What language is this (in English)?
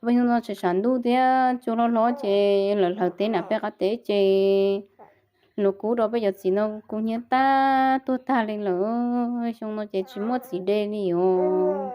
Hmong